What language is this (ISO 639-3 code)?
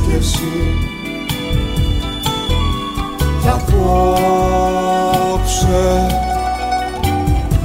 ell